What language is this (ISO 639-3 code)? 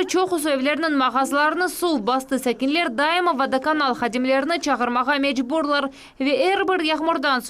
crh